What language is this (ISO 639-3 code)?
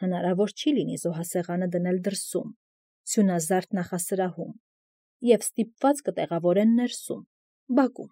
hye